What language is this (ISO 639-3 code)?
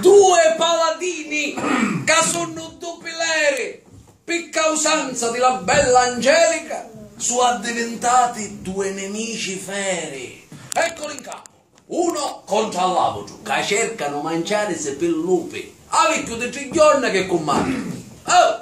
scn